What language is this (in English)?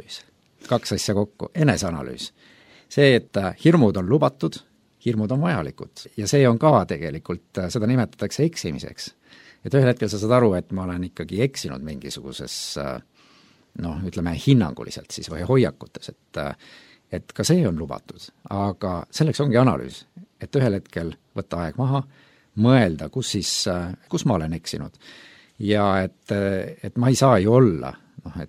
Estonian